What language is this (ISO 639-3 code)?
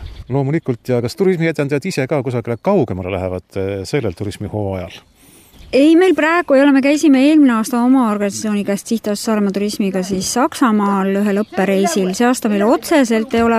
est